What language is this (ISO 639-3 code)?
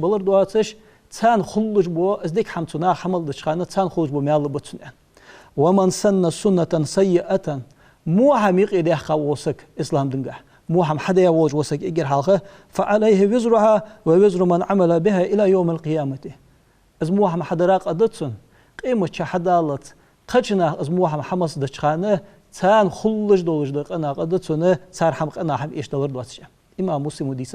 inh